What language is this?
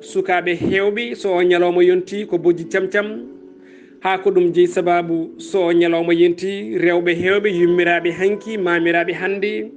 Fula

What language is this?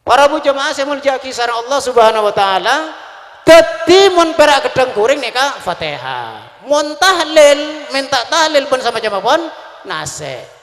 Madurese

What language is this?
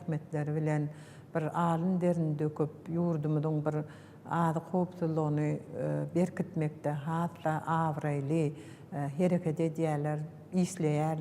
Turkmen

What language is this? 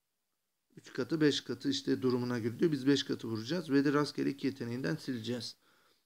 Turkish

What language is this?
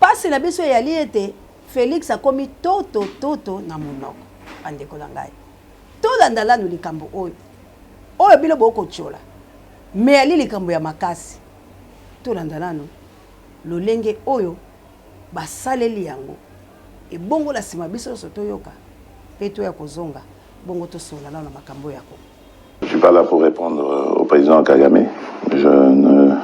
Lingala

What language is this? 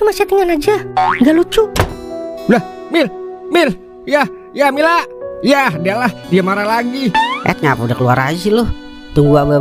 Betawi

